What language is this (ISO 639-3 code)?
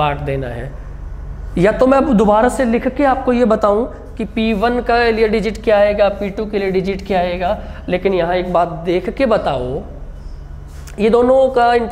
hin